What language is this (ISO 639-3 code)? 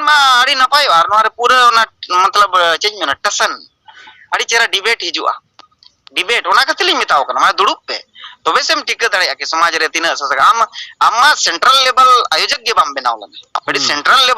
sat